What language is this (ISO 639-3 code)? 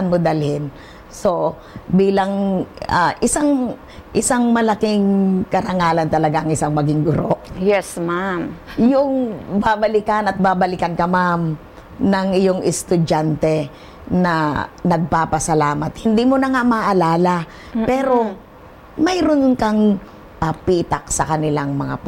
fil